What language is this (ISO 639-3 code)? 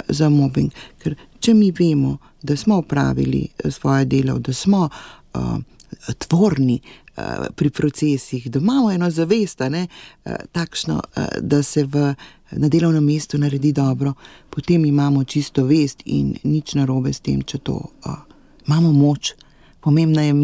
slv